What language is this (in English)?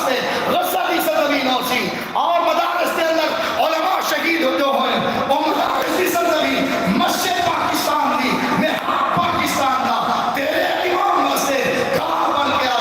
Saraiki